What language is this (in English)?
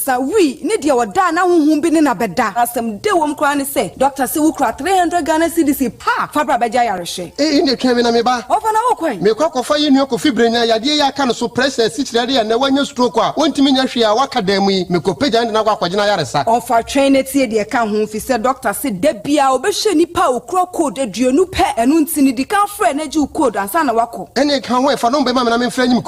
Akan